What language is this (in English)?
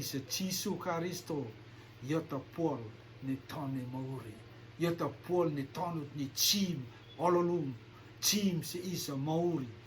Rotuman